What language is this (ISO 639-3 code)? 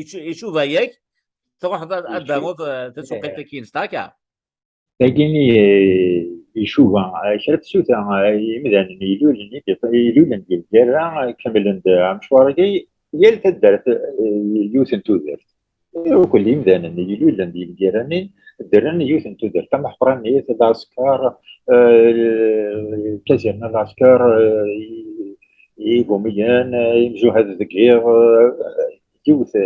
kab